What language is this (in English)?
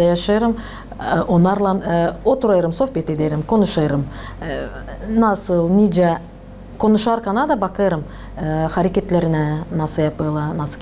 Gagauz